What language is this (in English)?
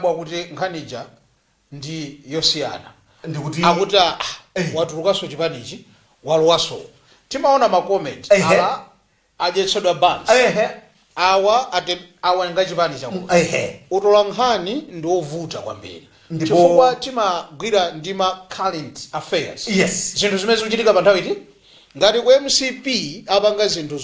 Nyanja